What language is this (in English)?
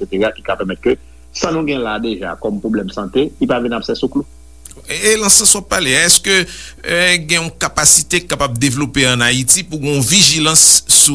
Haitian Creole